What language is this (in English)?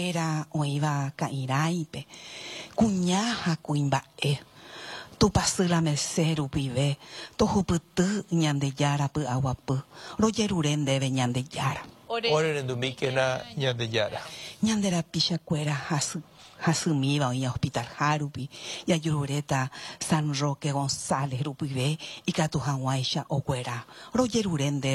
Guarani